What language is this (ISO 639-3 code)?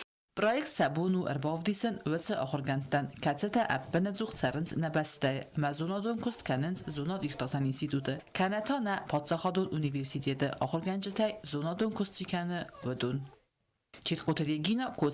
oss